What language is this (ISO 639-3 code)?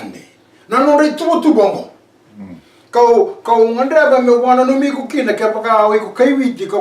fij